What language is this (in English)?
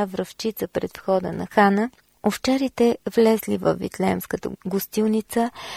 Bulgarian